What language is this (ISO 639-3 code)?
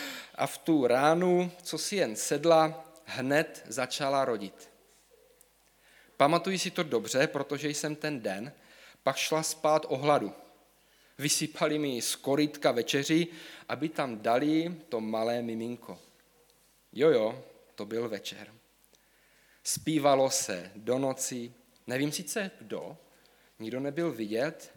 ces